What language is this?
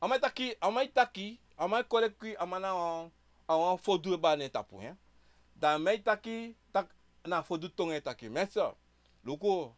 Sranan Tongo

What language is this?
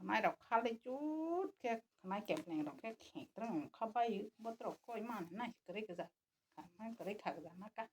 Kok Borok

